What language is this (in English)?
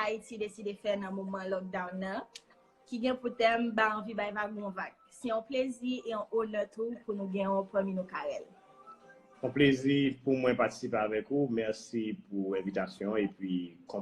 Haitian Creole